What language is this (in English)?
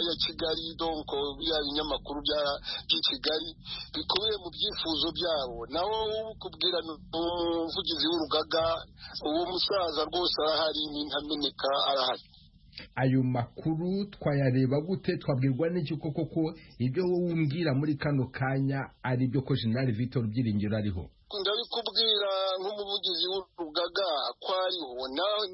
Kinyarwanda